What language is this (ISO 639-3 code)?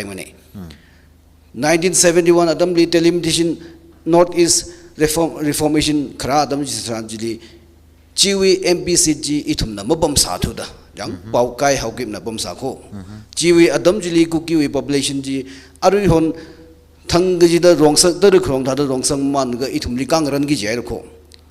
nmf